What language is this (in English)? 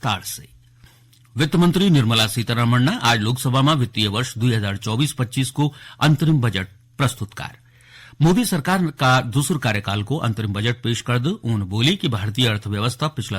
Garhwali